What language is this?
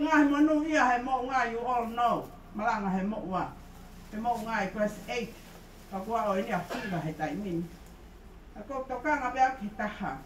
Tongan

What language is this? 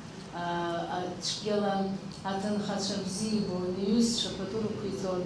Abkhazian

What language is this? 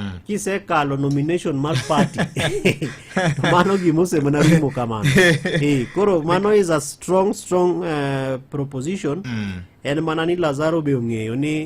Luo (Kenya and Tanzania)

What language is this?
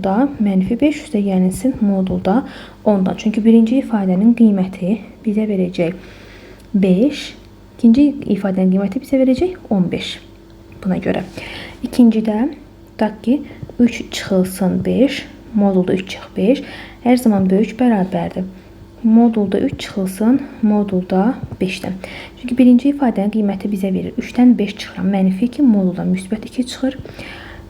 Azerbaijani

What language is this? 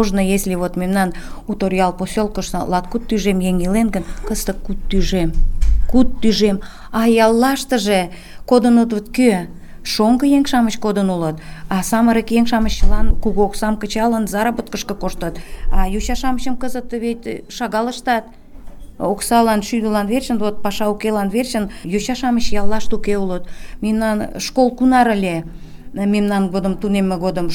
Mari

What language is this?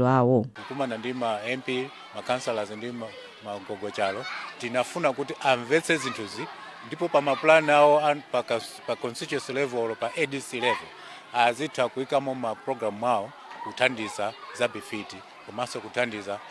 Nyanja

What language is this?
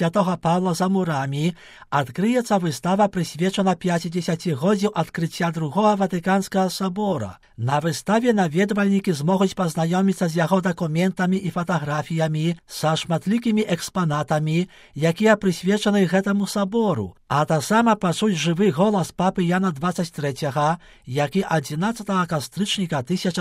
Belarusian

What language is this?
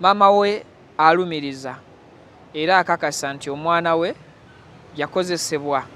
Ganda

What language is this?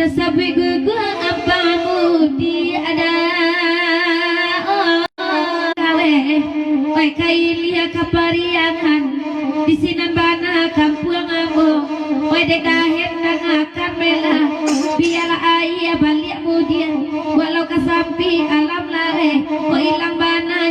Minangkabau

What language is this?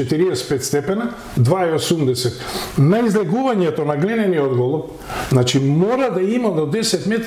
Macedonian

